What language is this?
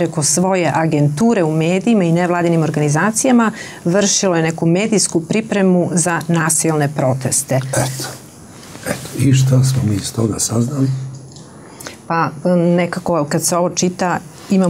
Serbian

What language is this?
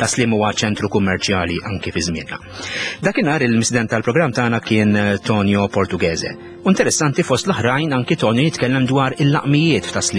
Maltese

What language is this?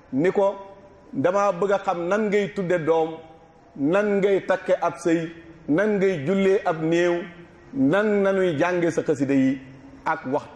Wolof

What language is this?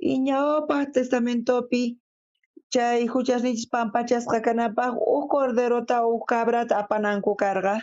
South Bolivian Quechua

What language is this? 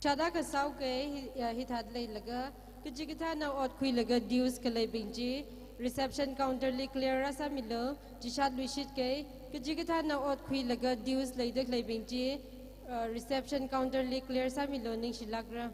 Tangkhul Naga (India)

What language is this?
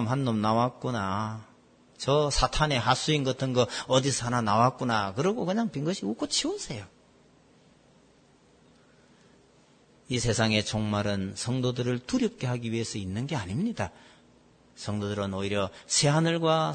Korean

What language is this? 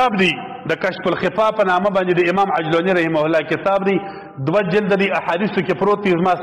Pashto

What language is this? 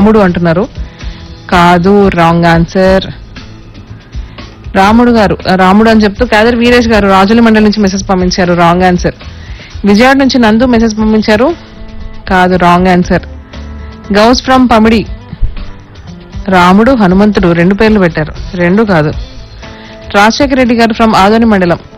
Telugu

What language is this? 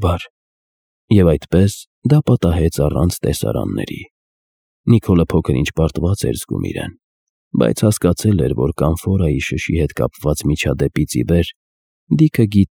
Armenian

